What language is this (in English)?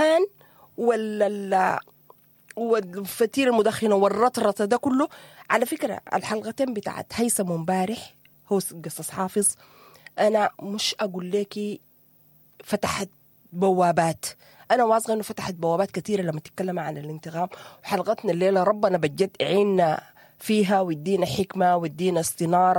Sudanese Arabic